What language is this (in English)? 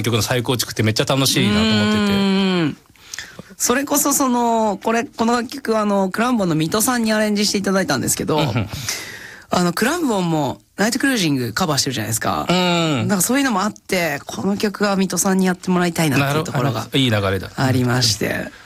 Japanese